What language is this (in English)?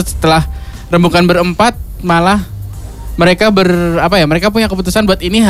Indonesian